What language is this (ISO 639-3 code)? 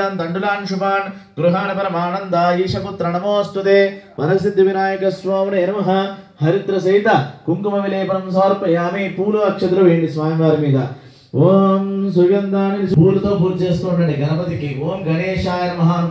tel